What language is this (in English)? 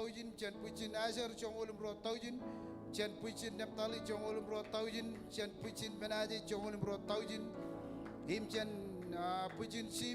Marshallese